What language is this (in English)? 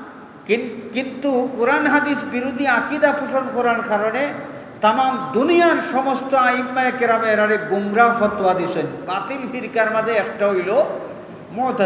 Sylheti